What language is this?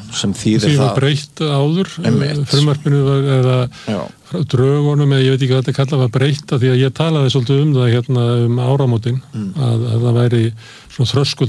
Icelandic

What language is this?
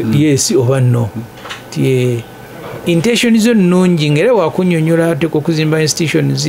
Ganda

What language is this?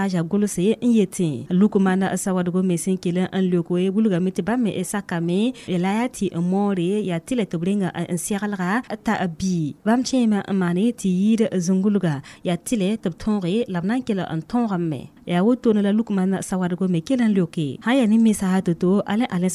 Mossi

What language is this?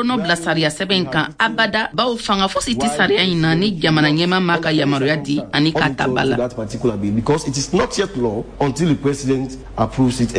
Bambara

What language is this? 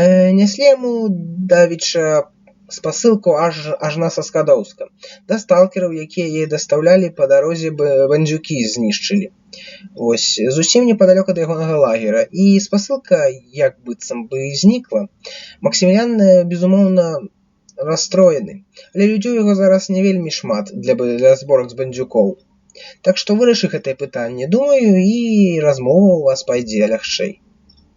Belarusian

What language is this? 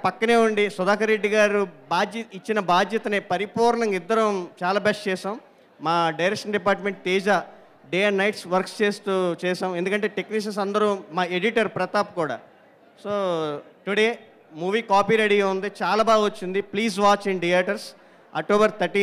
Telugu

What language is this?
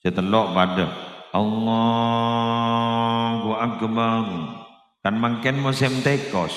Madurese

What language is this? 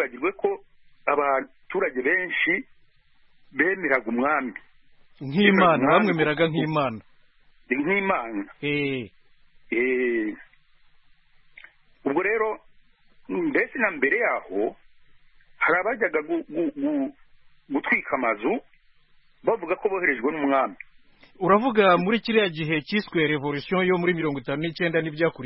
Kinyarwanda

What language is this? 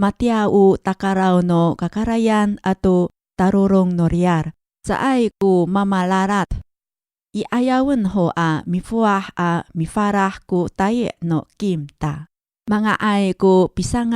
Amis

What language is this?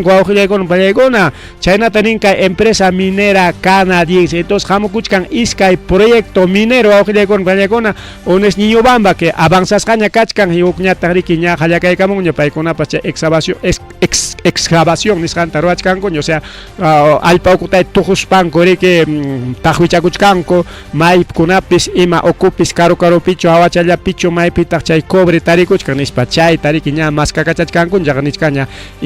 Ayacucho Quechua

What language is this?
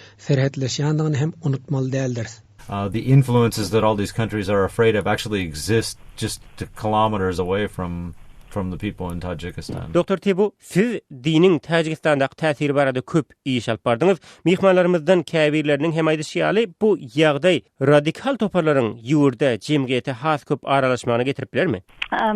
Turkmen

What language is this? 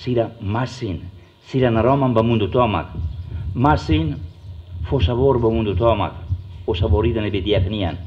Tetum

